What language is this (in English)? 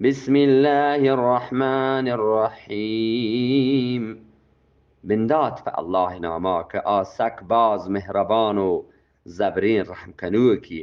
Eastern Balochi